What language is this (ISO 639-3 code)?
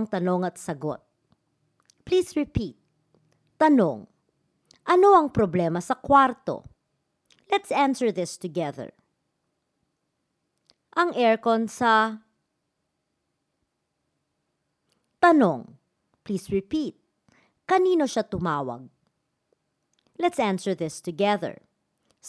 fil